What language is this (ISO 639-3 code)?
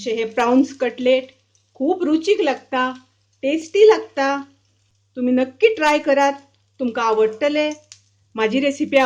kok